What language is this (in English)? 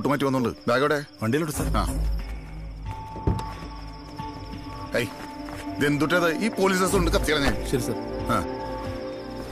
Malayalam